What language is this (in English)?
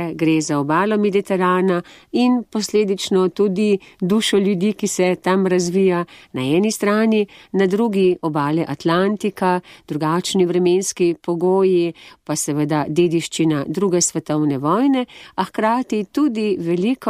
Slovenian